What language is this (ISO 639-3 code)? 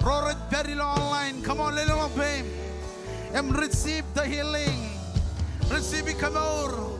mah